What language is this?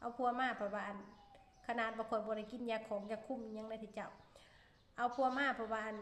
Northeastern Thai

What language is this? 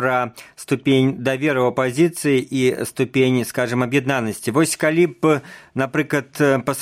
Belarusian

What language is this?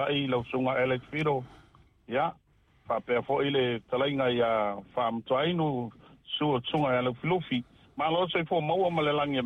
Samoan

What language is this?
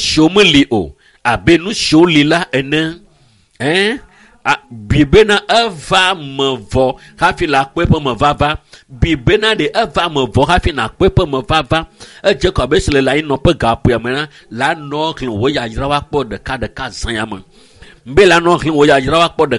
Ewe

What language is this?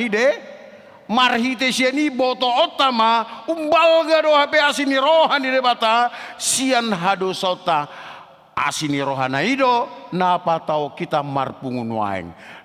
Batak Toba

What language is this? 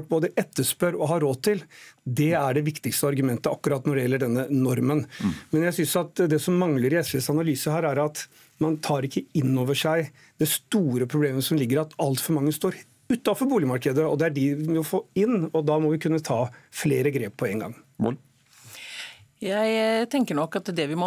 Norwegian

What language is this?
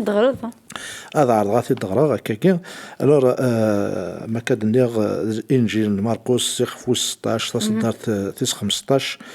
Kabyle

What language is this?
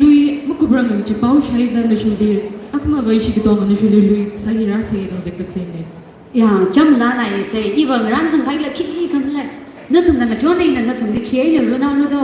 Tangkhul Naga (India)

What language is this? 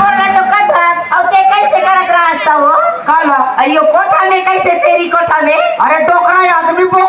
Chhattisgarhi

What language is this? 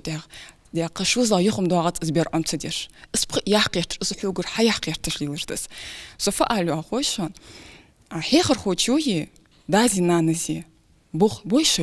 Ingush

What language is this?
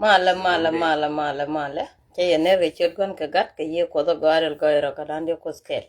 Nuer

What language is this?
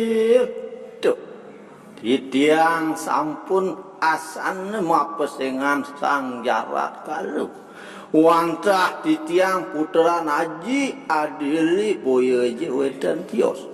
Balinese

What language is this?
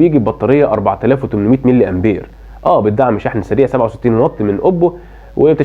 Egyptian Arabic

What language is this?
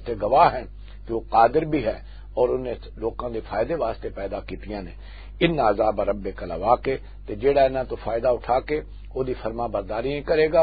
Western Panjabi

